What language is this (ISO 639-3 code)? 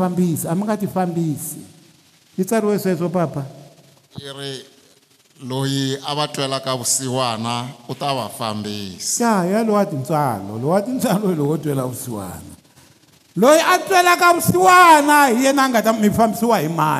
tso